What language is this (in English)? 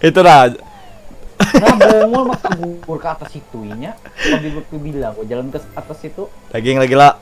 Banjar